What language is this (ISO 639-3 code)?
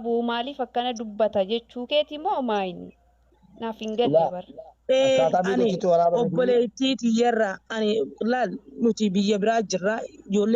orm